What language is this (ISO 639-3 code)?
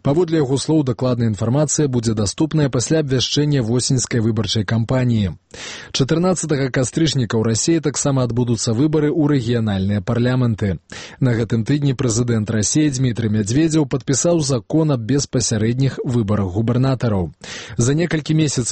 bel